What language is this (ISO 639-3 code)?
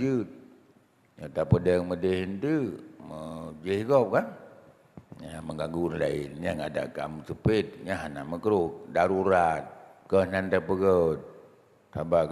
ace